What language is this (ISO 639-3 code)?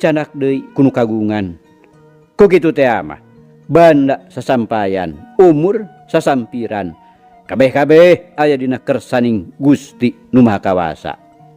sun